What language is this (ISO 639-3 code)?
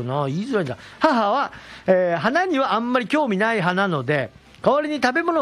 jpn